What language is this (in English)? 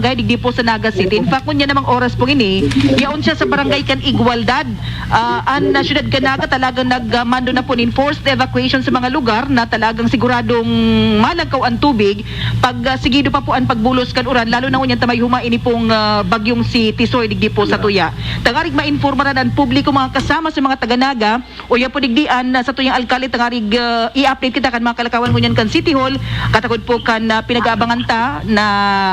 Bikol